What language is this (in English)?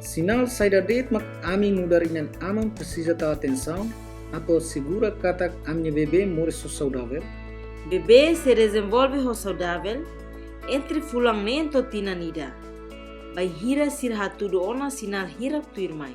Tetum